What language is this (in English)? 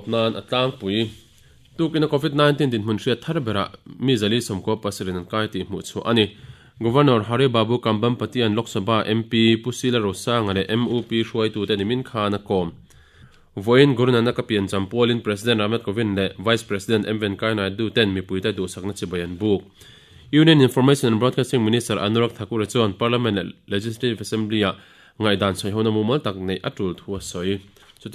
Mizo